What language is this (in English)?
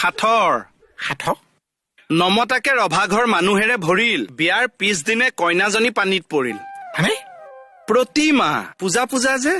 Assamese